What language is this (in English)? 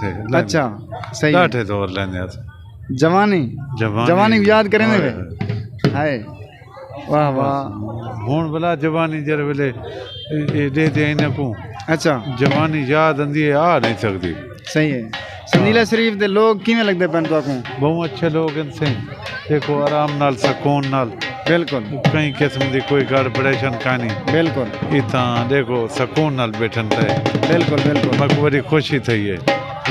Saraiki